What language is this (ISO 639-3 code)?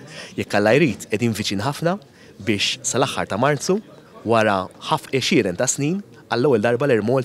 mlt